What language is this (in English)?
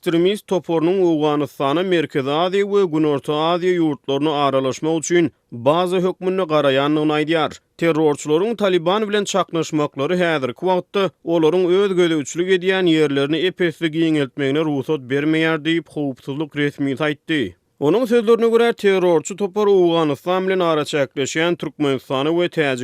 Turkmen